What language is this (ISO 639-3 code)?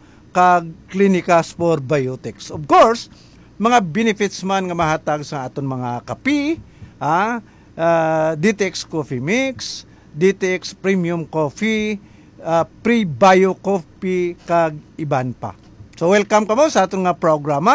hil